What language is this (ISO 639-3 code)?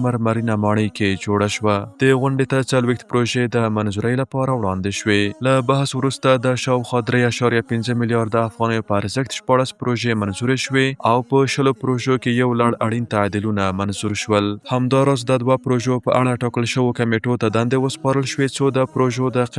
pus